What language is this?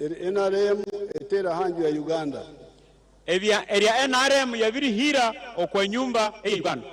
Nyankole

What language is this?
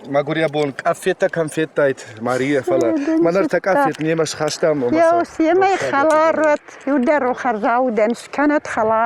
Ossetic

